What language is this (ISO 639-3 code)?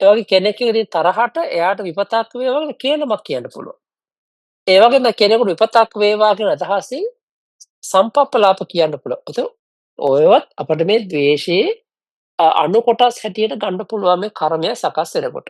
sin